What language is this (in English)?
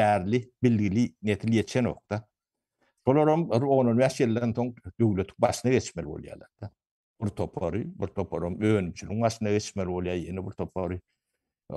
Turkmen